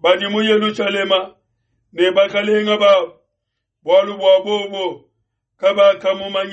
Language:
Luba-Lulua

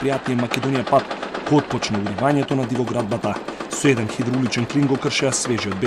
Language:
Macedonian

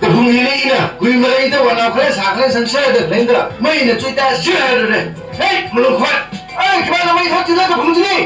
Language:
Tangkhul Naga (India)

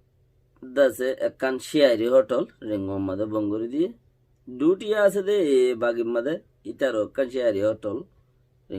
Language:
Rohingya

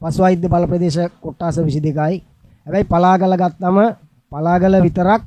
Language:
Sinhala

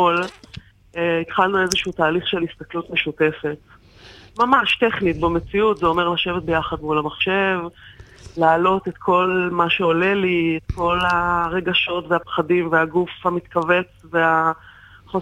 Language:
Hebrew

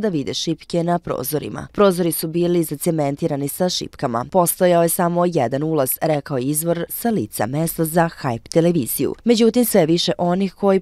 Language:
Serbian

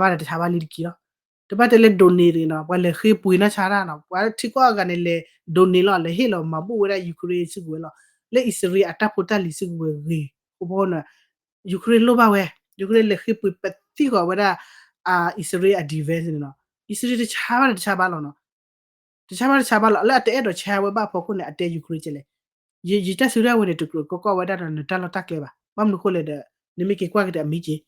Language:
S'gaw Karen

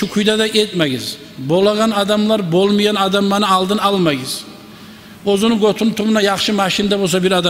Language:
Kumyk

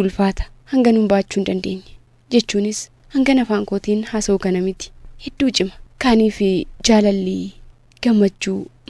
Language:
Oromo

